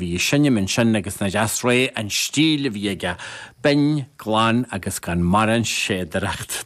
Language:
Irish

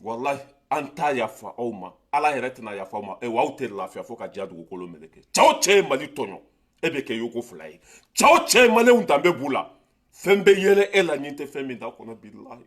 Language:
Bambara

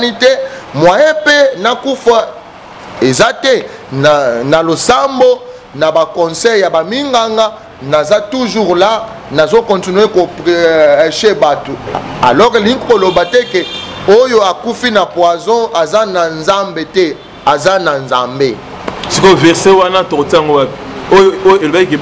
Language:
Lingala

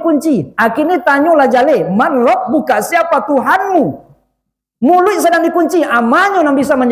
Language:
Minangkabau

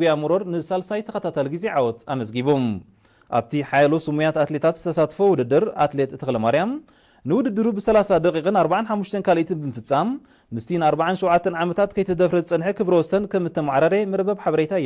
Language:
Tigrinya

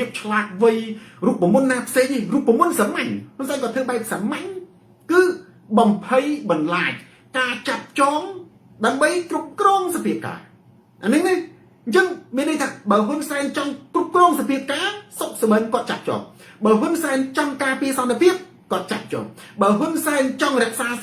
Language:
Khmer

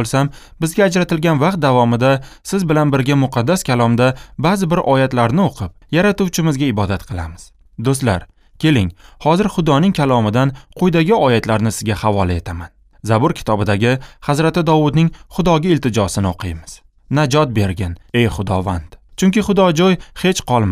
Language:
Uzbek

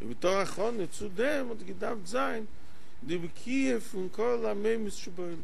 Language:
Yiddish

